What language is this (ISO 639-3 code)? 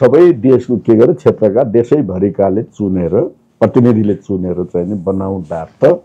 nep